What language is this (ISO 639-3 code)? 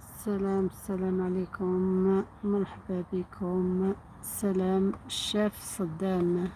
arq